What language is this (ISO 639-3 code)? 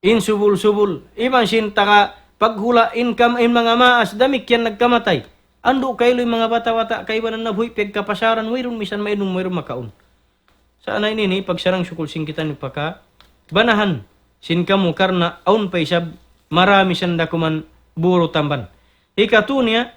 tsg